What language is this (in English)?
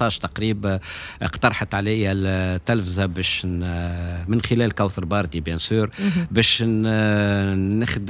Tunisian Arabic